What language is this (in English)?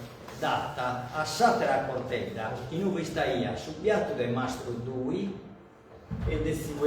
Sardinian